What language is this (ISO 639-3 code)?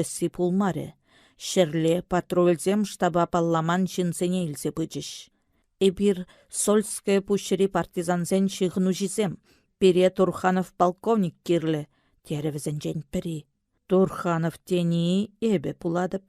chv